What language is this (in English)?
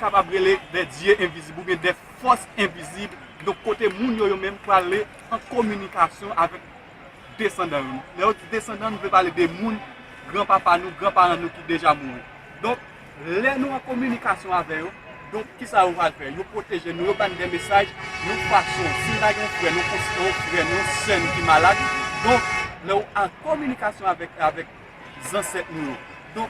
Haitian Creole